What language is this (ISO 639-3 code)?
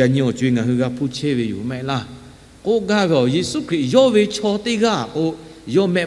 lhu